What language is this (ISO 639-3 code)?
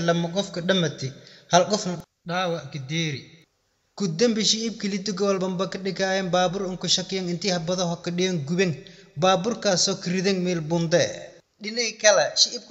som